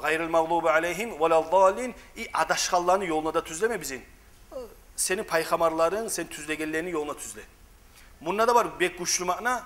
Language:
Kumyk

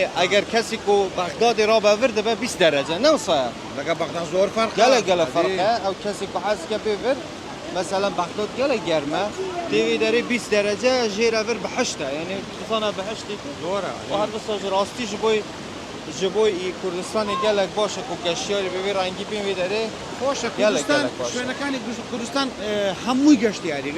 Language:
Kurdish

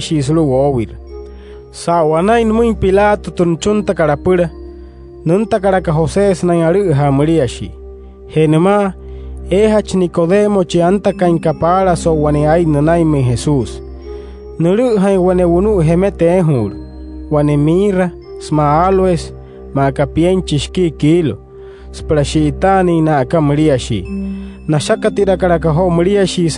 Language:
Wayuu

